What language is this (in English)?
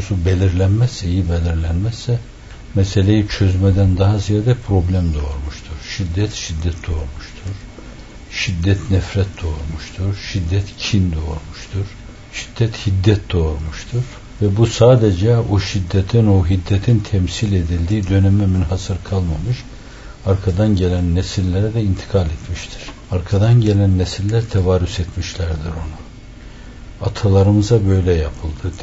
Turkish